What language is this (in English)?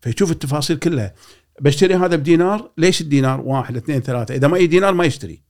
Gulf Arabic